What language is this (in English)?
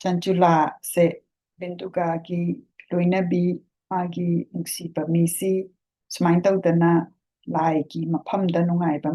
Manipuri